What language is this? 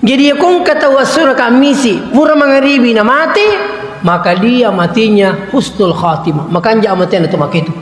Buginese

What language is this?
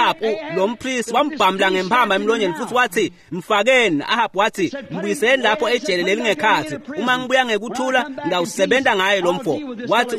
Swati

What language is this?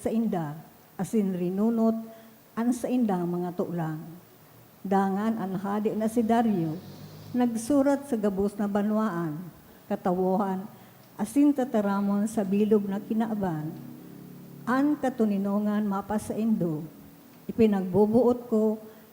Bikol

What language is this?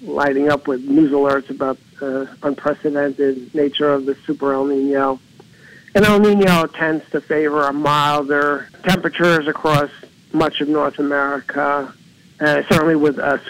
English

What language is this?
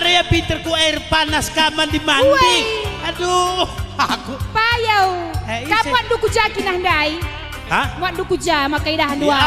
Batak Karo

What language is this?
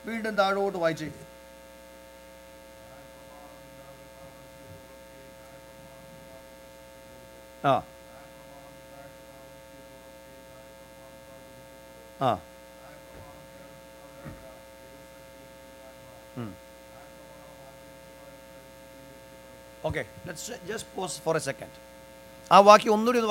Malayalam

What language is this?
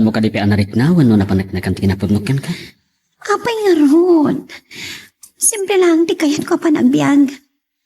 Iloko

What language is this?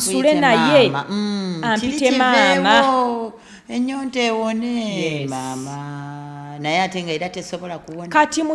Ganda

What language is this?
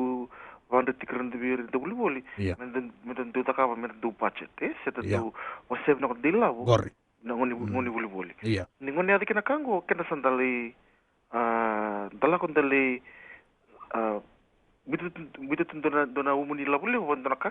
Fijian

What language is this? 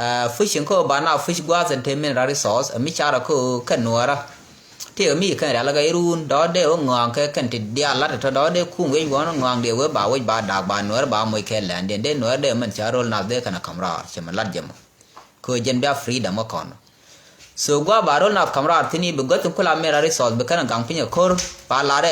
Nuer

